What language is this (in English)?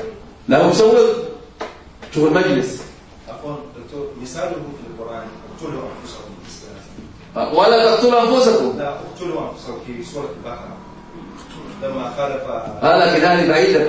Arabic